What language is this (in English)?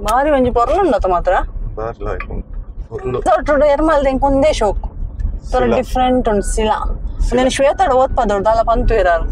Tulu